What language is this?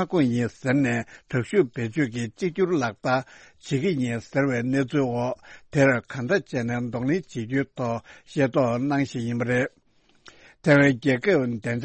Tibetan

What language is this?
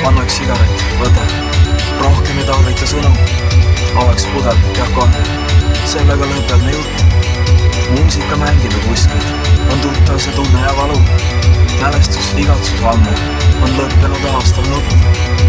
Estonian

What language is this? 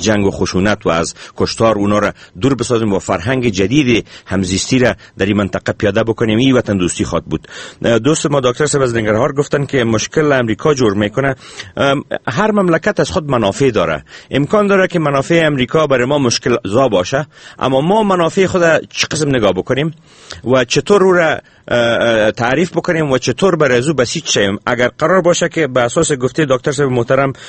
Persian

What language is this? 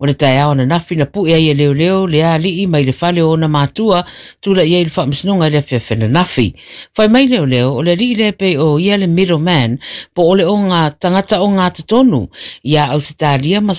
Samoan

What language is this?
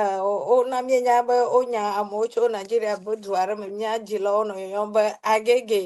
Ewe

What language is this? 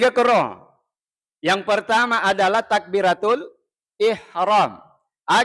Buginese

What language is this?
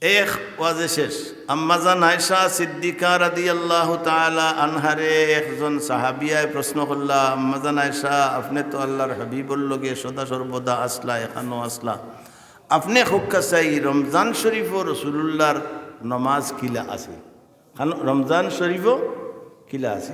Sylheti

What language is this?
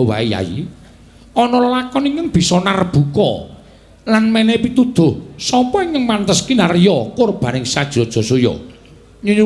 Javanese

